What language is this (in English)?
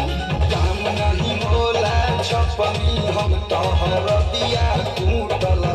Bhojpuri